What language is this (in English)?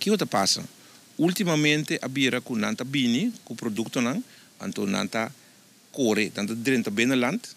Papiamento